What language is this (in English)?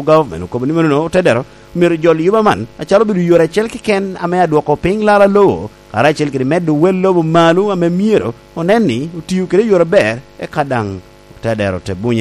Lango (Uganda)